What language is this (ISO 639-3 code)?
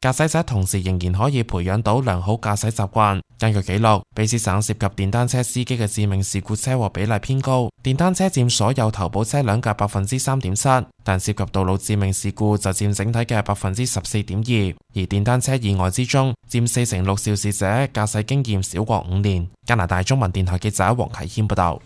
yue